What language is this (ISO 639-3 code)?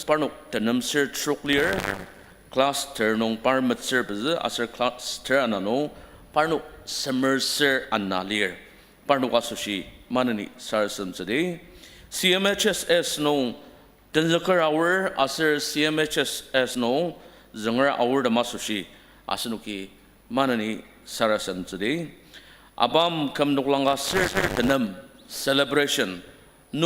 njo